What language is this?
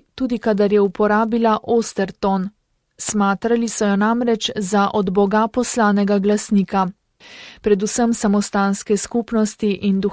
Slovenian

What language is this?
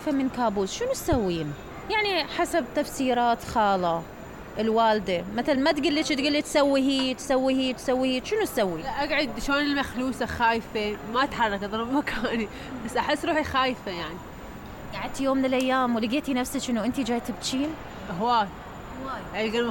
Mesopotamian Arabic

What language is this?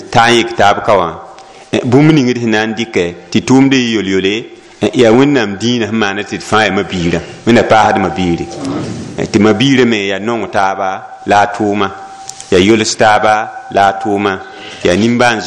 Mossi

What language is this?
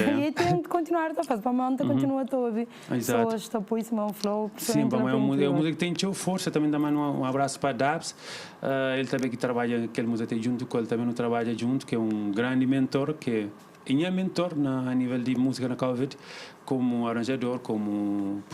Kabuverdianu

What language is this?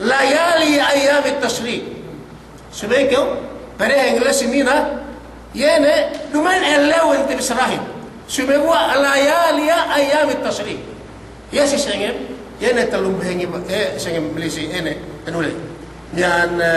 Yakan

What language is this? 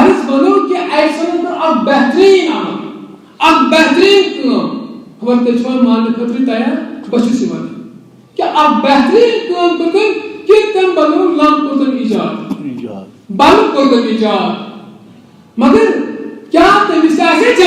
Kashmiri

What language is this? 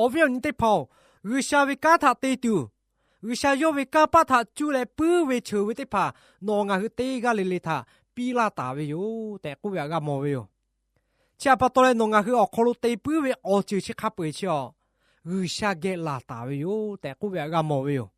Lahu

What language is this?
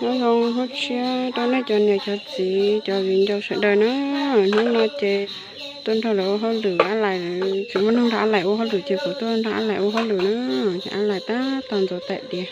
Hmong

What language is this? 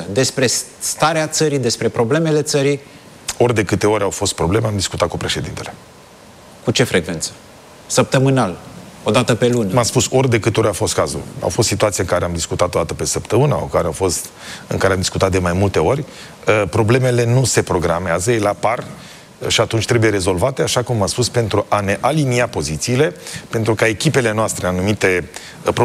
Romanian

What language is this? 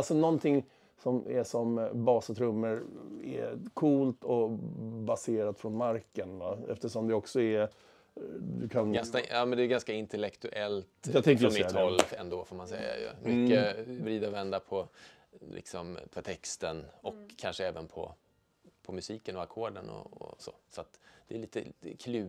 Swedish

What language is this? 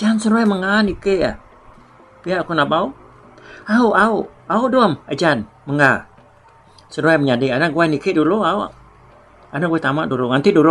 Iban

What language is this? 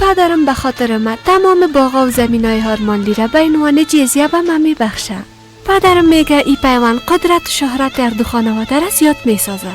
Persian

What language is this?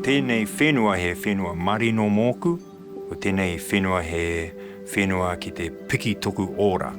Māori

